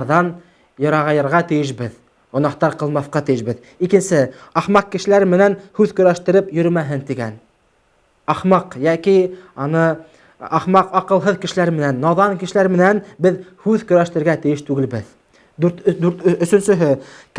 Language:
Bashkir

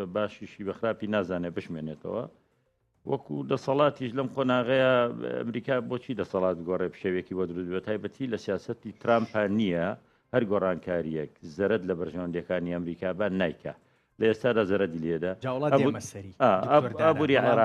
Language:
Central Kurdish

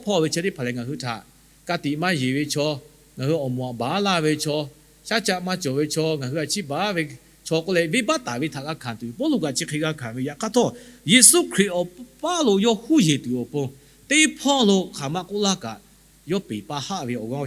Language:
Lahu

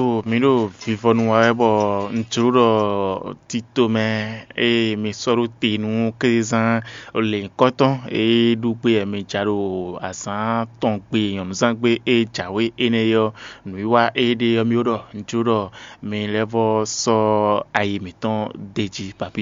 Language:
Fon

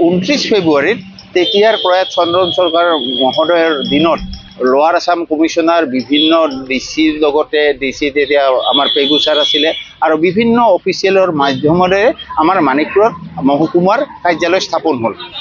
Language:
Assamese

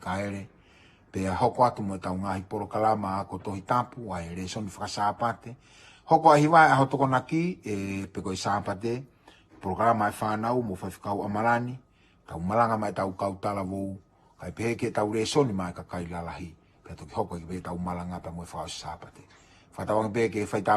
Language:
Tongan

